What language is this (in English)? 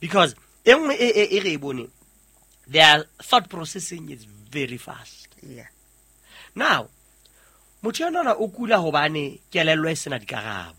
Southern Sotho